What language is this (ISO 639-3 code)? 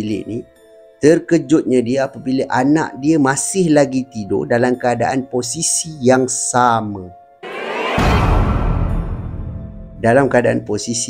msa